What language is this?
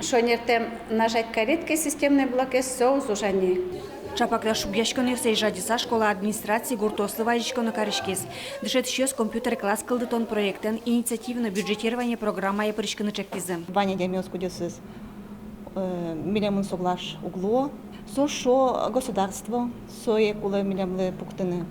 Udmurt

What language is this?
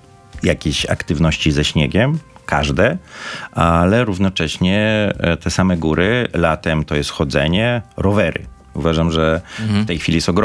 Polish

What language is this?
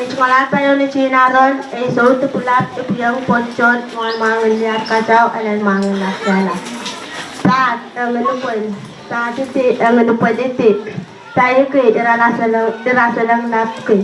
Pohnpeian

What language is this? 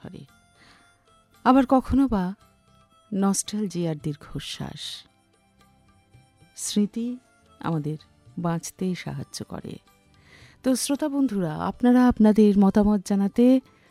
Bangla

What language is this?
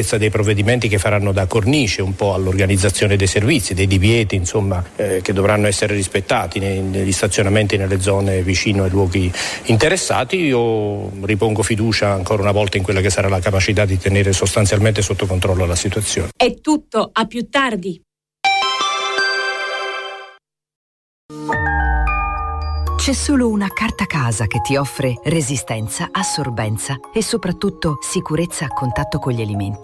Italian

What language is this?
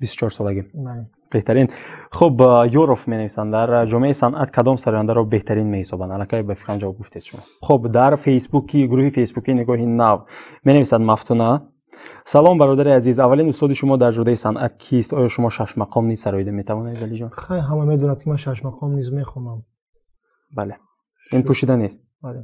Tajik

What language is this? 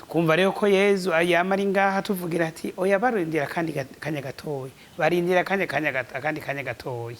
Rundi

